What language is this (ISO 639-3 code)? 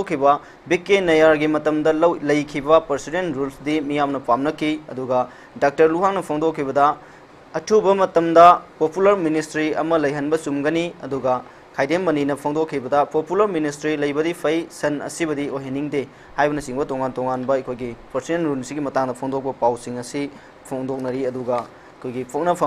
mni